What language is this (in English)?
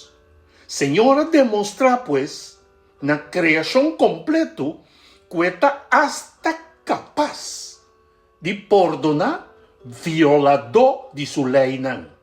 Papiamento